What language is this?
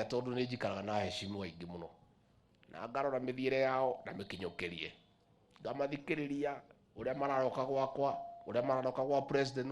Kikuyu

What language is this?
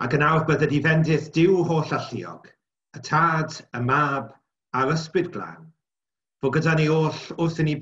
Welsh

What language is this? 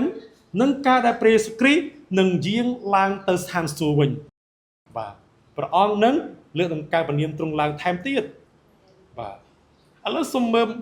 Khmer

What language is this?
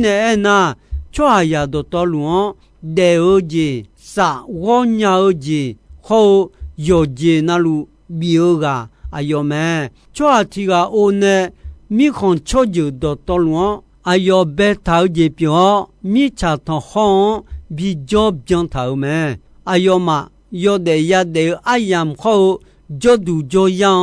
Akha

